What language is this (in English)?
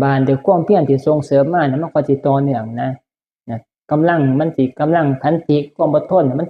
Northeastern Thai